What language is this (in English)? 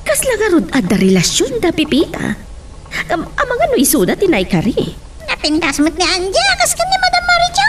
Iloko